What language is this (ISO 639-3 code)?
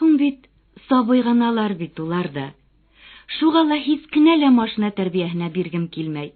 bak